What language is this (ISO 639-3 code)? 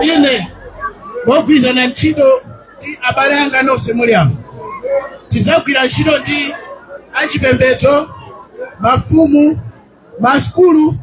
nya